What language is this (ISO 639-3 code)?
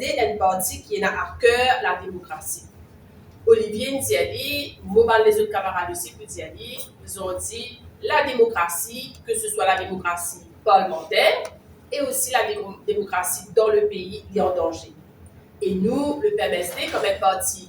mfe